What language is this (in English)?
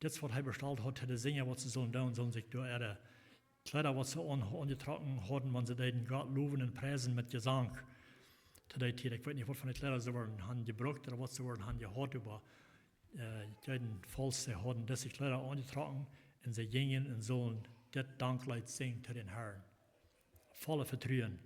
Plautdietsch